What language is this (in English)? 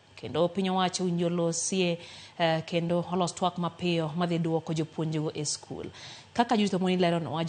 Luo (Kenya and Tanzania)